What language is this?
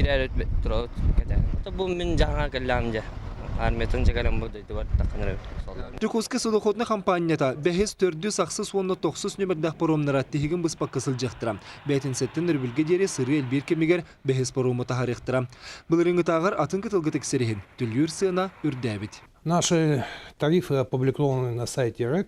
Yakut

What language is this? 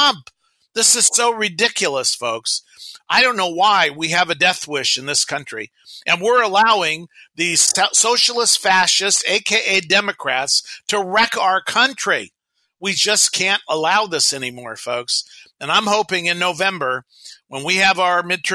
English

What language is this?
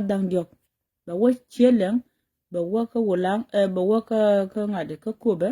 Nuer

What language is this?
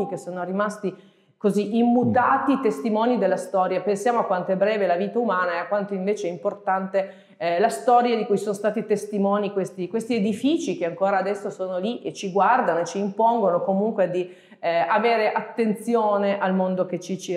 Italian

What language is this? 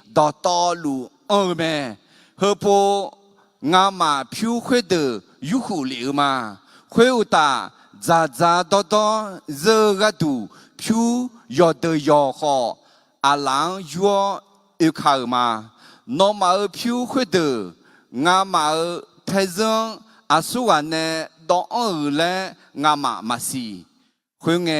Akha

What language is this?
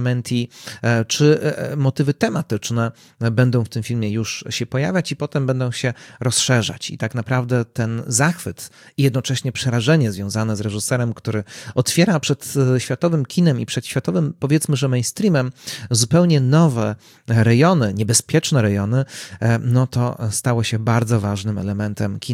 Polish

